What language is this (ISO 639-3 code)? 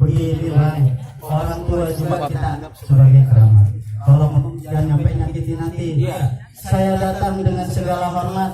bew